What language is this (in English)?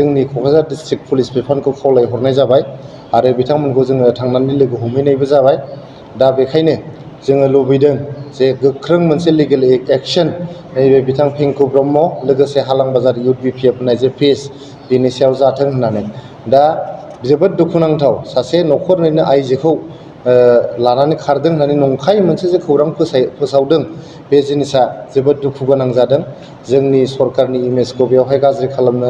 Bodo